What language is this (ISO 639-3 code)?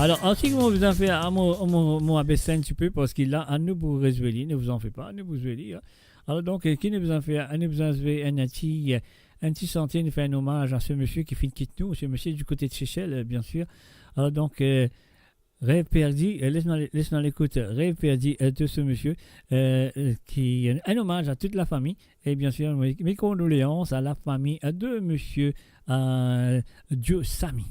mfe